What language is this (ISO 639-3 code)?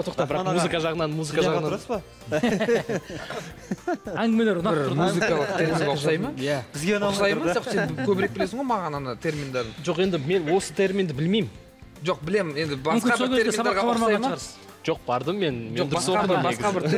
kaz